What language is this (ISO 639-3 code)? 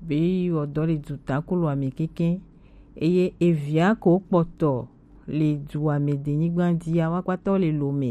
gej